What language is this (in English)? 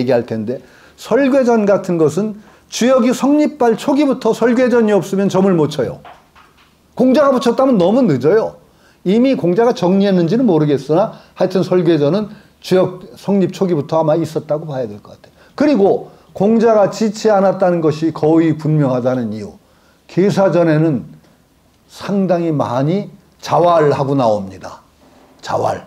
Korean